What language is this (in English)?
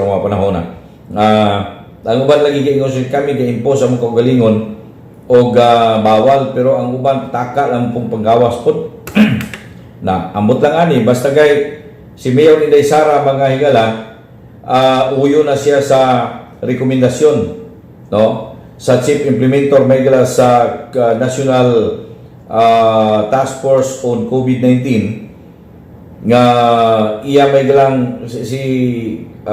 Cebuano